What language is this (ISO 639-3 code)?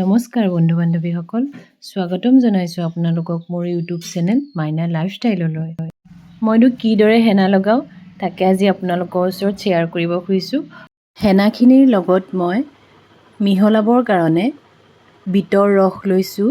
asm